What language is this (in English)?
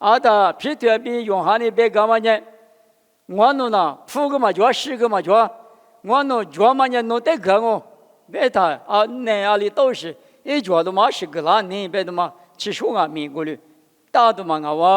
Lisu